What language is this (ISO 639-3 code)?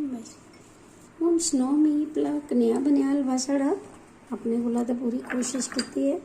doi